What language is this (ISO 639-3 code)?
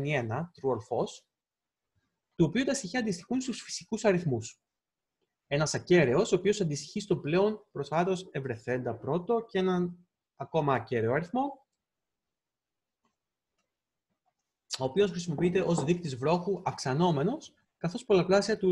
ell